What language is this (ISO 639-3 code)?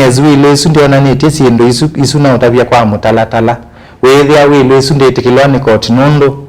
kam